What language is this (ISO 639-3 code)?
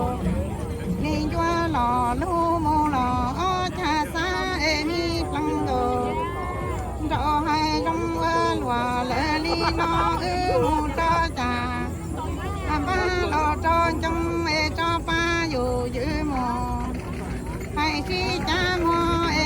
hmn